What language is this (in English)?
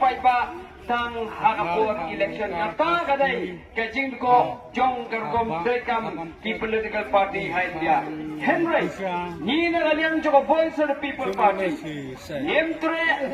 Khasi